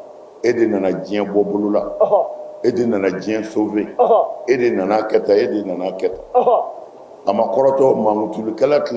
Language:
Bambara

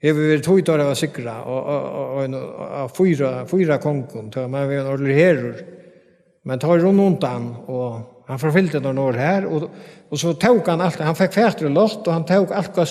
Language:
Faroese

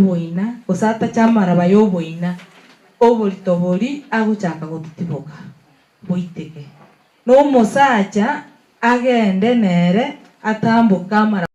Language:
Gusii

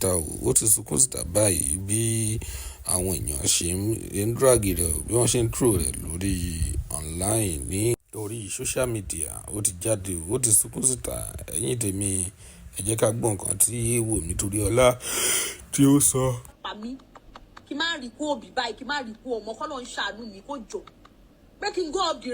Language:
Yoruba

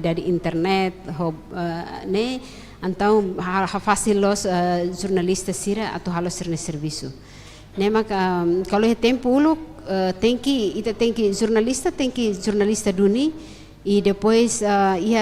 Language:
Tetum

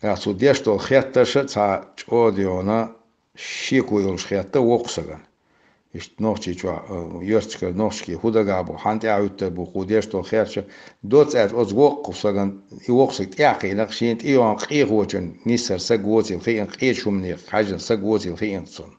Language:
Chechen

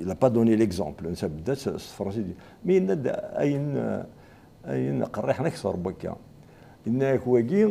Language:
Kabyle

